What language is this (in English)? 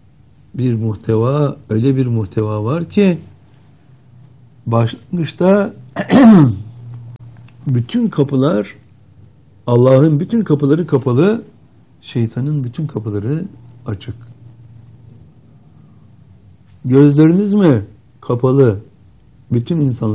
Turkish